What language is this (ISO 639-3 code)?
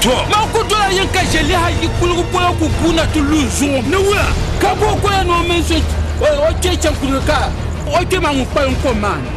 dag